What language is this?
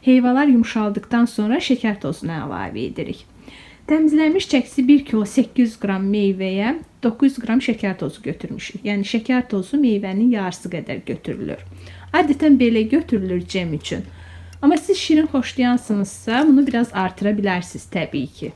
Azerbaijani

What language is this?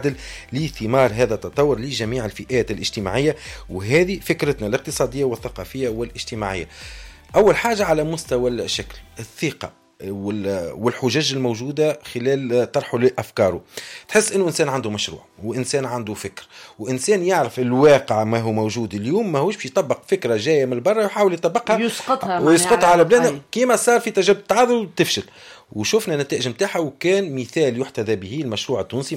Tunisian Arabic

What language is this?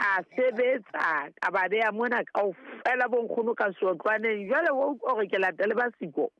Southern Sotho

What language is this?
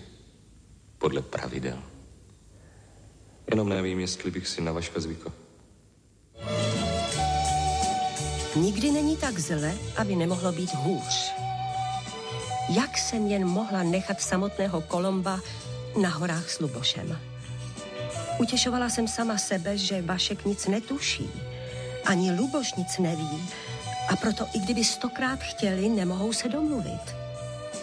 Czech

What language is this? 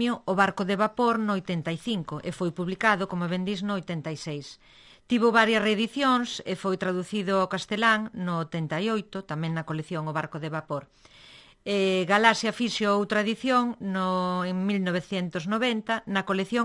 Galician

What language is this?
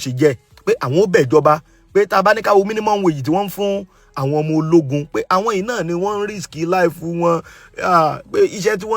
Yoruba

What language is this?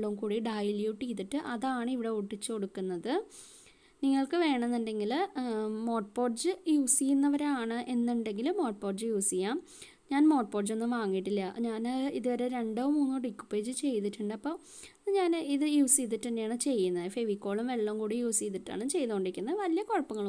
Malayalam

